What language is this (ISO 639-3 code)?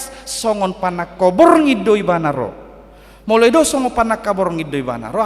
bbc